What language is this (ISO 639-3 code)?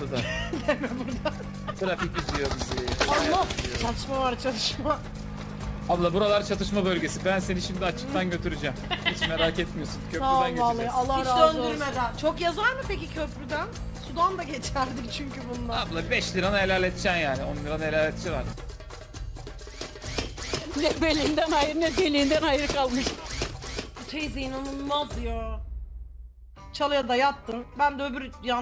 tur